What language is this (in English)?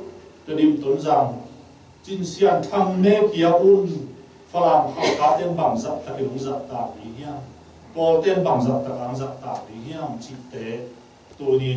Tedim Chin